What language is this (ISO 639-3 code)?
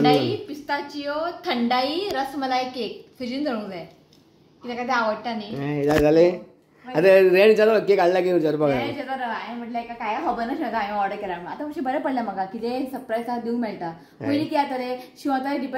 kok